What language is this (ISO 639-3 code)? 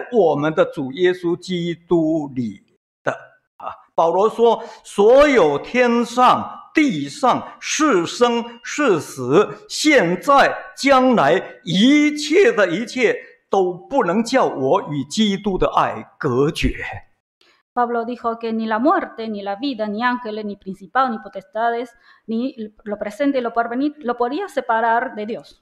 zho